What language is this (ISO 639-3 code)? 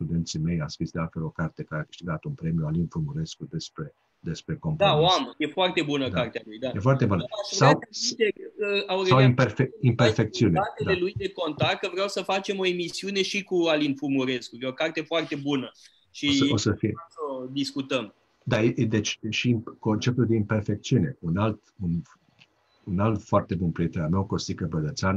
ron